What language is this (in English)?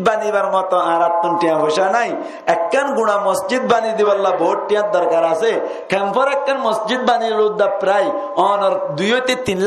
Rohingya